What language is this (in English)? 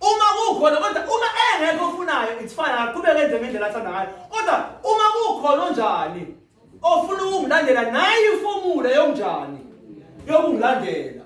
Zulu